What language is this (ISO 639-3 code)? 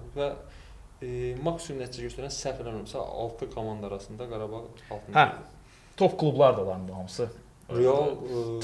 aze